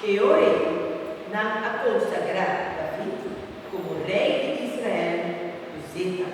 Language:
Papiamento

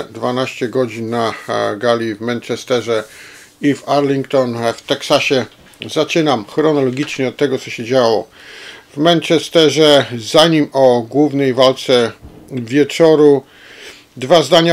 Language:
Polish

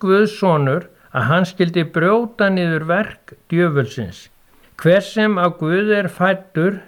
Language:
Icelandic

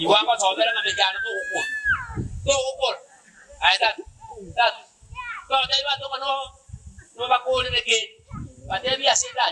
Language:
Gusii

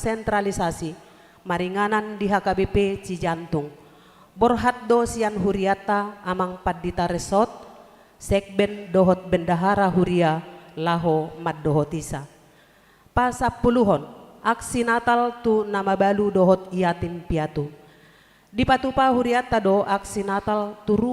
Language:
Batak Toba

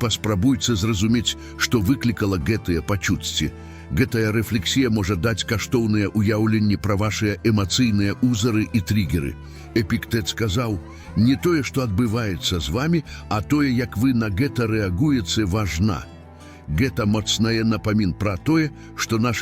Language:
Belarusian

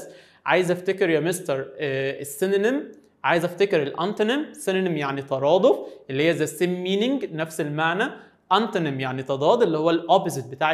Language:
Egyptian Arabic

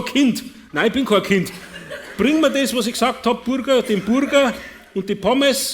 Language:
Bavarian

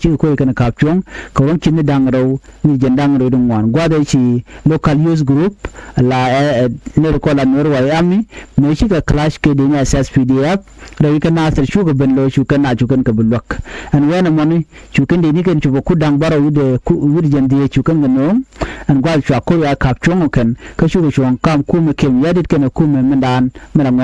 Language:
Nuer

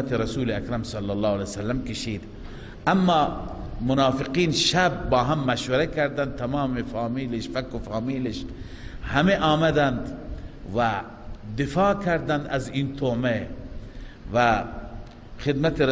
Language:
Persian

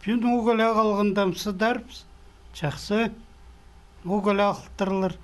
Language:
Khakas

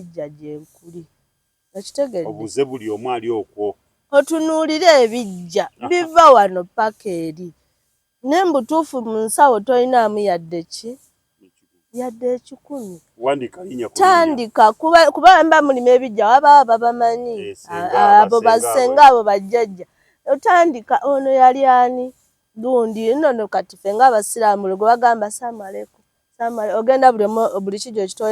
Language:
Ganda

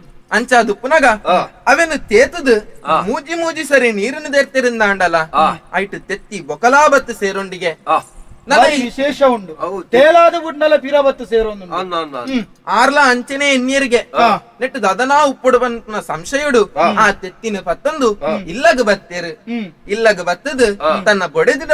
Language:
Tulu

